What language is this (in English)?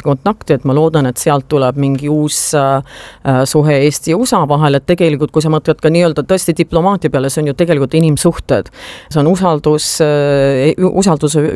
Estonian